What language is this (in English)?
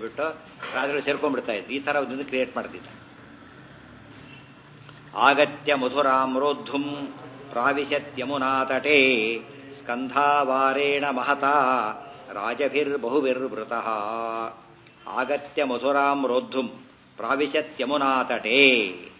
Kannada